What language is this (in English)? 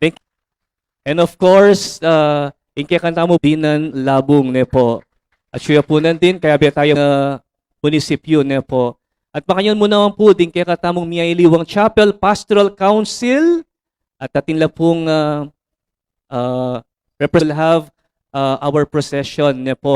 Pampanga